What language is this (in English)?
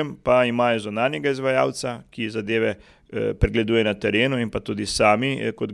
Slovenian